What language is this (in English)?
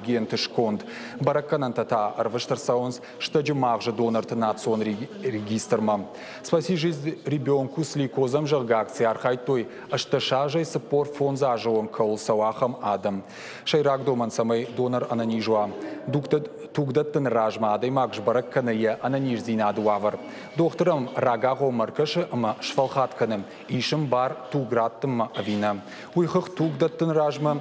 Ossetic